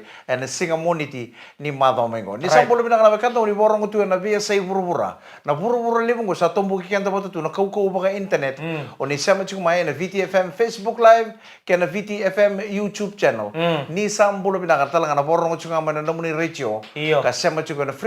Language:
Fijian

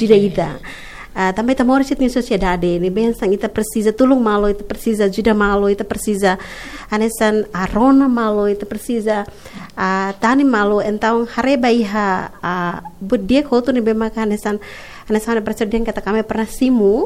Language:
Tetum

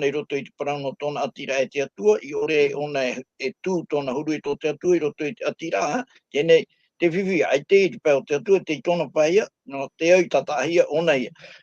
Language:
Tahitian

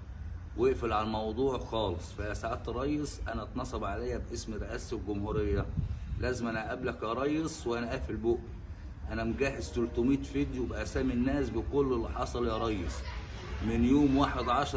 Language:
Egyptian Arabic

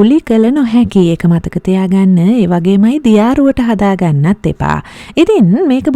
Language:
Sinhala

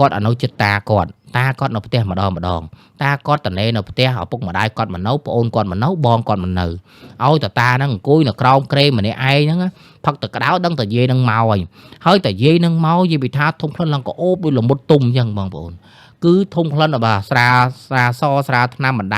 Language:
Khmer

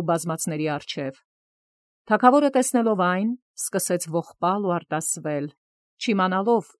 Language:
Armenian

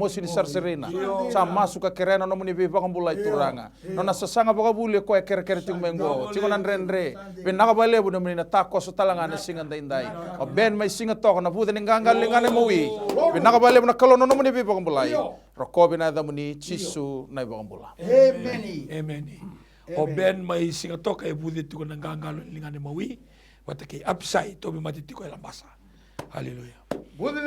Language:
Fijian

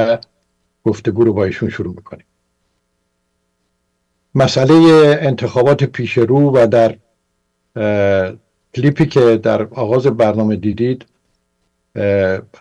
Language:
Persian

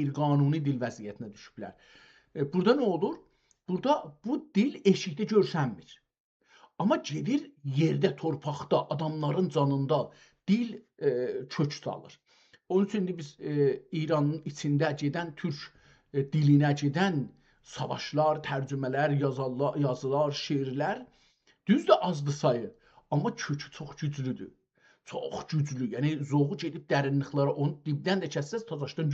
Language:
South Azerbaijani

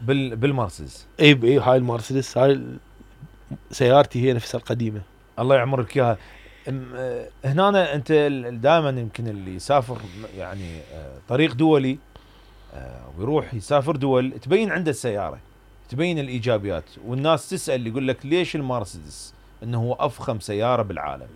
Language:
Mesopotamian Arabic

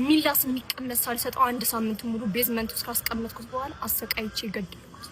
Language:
Amharic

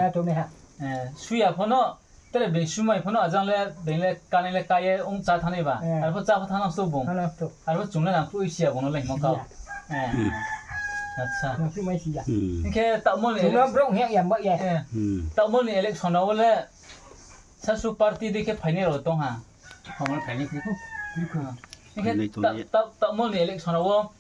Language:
Riang (India)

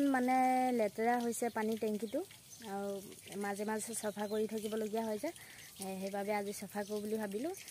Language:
Assamese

